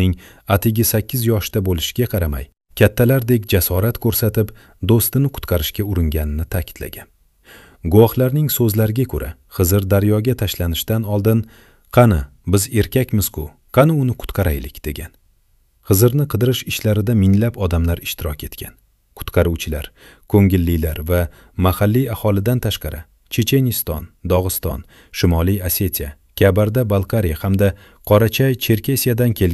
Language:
Uzbek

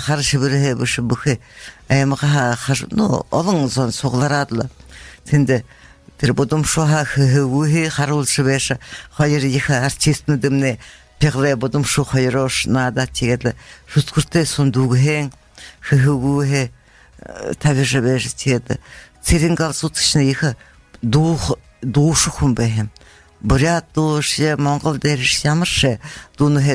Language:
Buriat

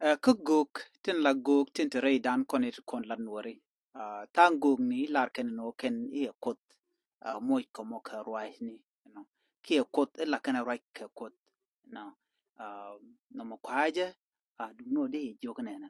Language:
Nuer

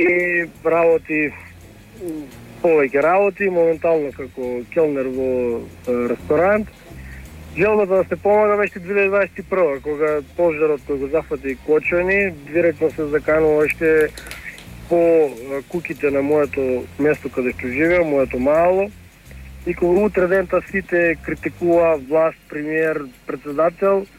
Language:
Macedonian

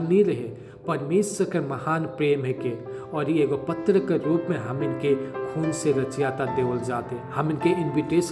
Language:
Sadri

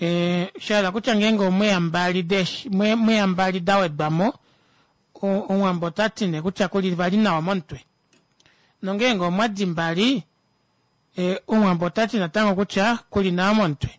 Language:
Kuanyama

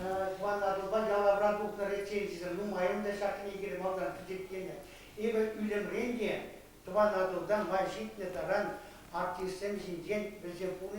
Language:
Chuvash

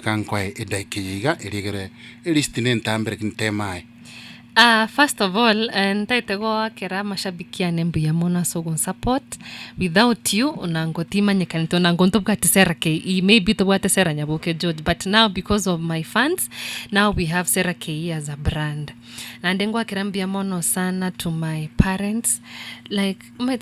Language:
Gusii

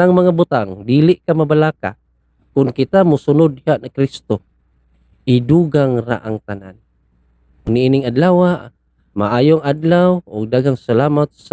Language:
Cebuano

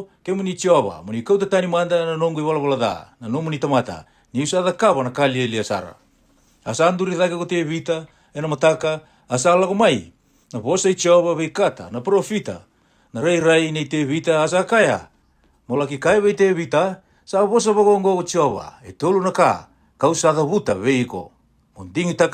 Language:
Fijian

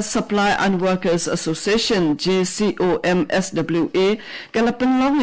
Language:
Khasi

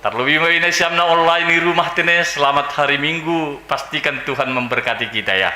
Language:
Batak Simalungun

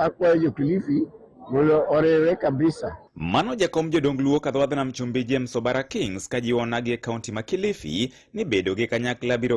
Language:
Luo (Kenya and Tanzania)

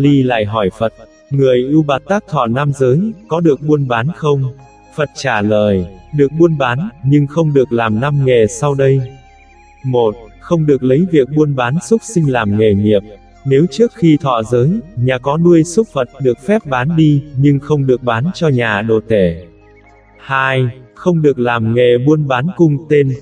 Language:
Vietnamese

